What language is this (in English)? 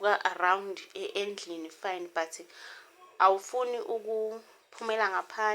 Zulu